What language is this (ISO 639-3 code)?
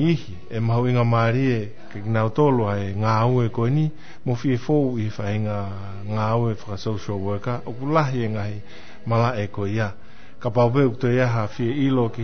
ton